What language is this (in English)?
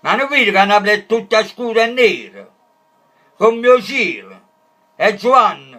Neapolitan